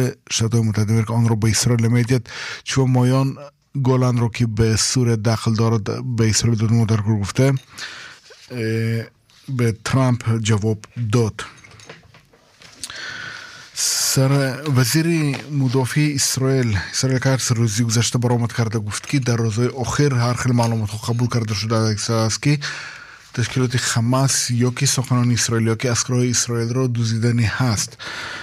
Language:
Persian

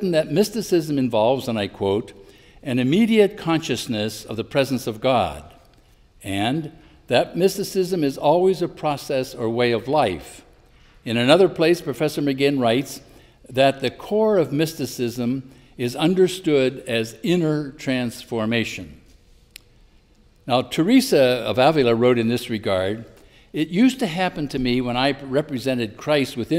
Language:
English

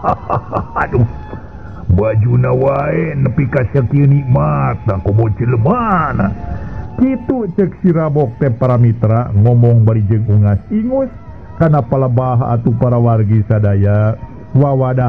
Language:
Sundanese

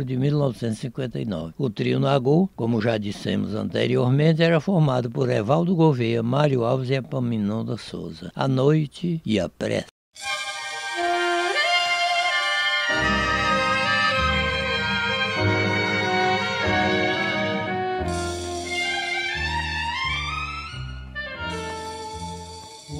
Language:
Portuguese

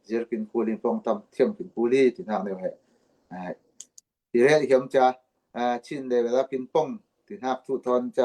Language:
Falam Chin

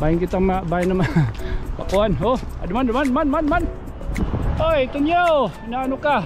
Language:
Waray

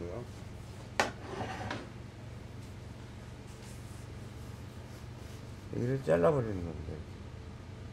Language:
Korean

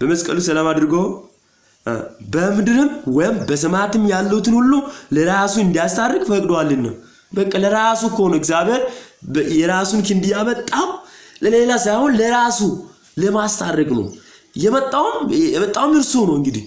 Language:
Amharic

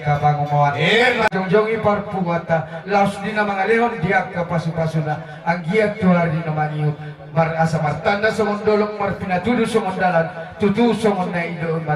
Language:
Batak Toba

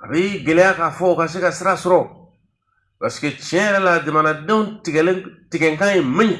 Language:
Bambara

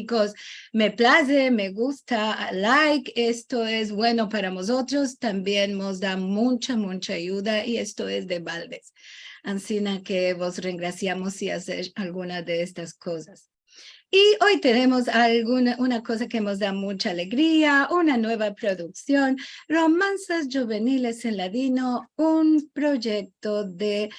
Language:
Ladino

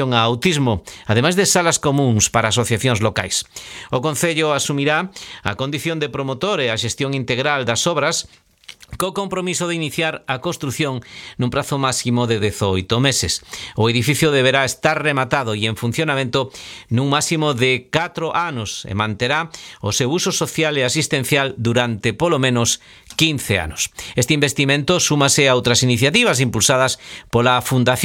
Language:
Galician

